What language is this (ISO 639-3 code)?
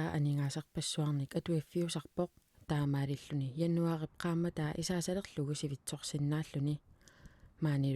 kal